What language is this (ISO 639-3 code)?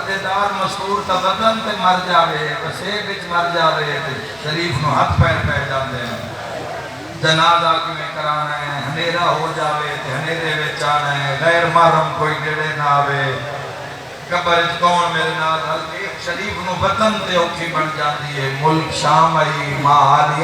skr